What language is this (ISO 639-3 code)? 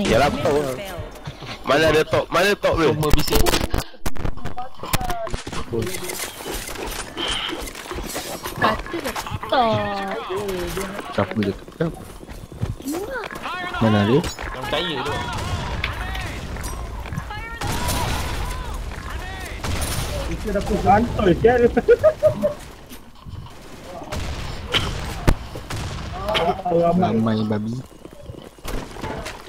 msa